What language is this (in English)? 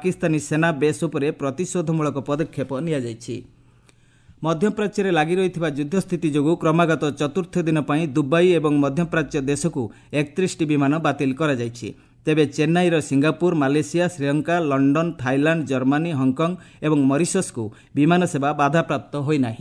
Odia